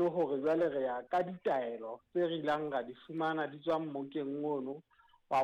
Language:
Southern Sotho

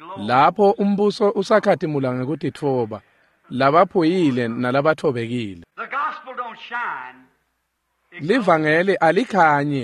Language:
Swati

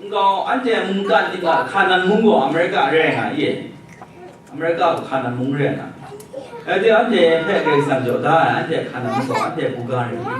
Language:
Kachin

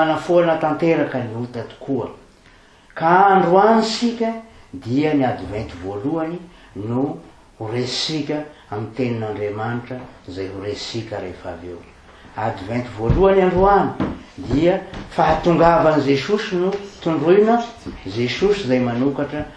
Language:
Malagasy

